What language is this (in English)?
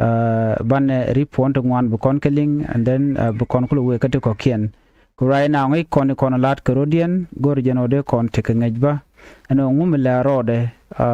Nuer